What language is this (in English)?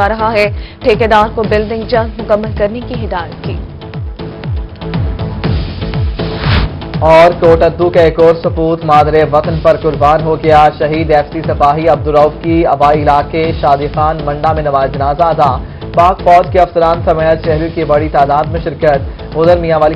Urdu